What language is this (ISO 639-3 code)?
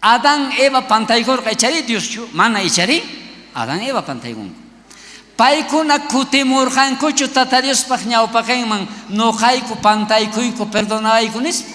quh